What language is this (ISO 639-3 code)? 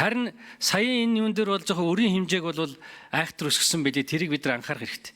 mon